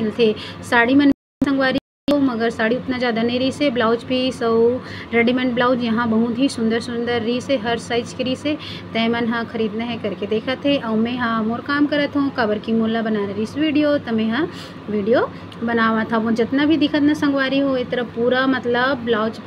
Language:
Chhattisgarhi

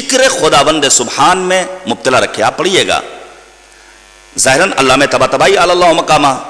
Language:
Urdu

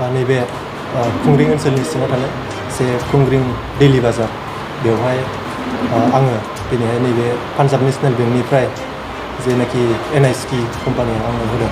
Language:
Bodo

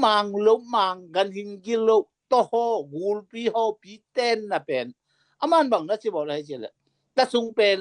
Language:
Tedim Chin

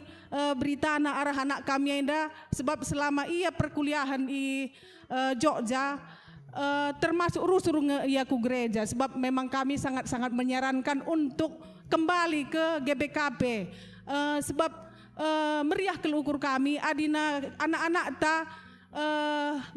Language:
Batak Karo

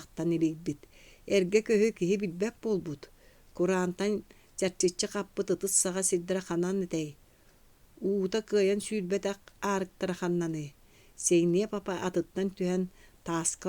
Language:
Yakut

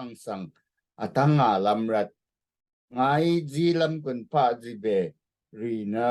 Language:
Rawang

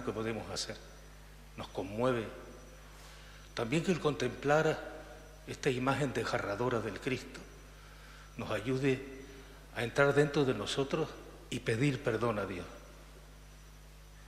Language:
Spanish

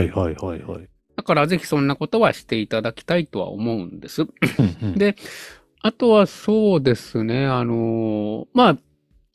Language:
Japanese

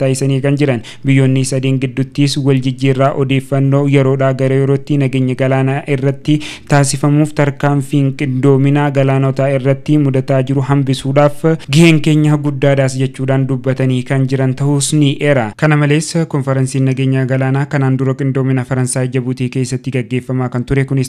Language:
Oromo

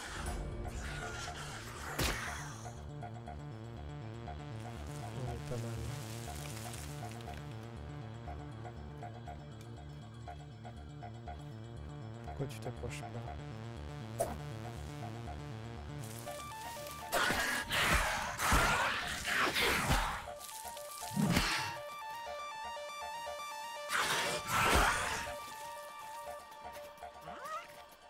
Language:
French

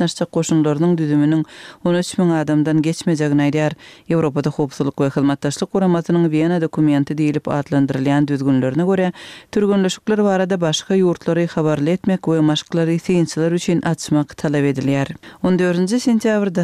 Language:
Kyrgyz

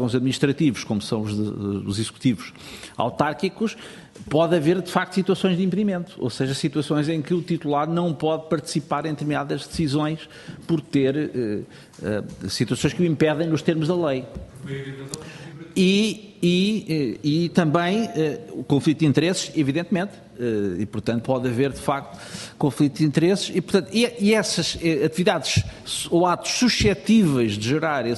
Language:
Portuguese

